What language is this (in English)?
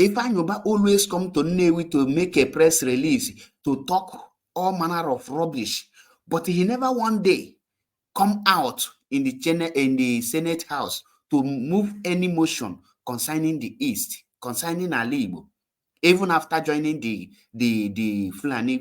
Igbo